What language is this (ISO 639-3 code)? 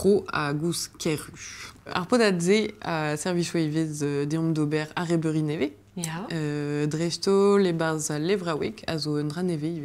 bre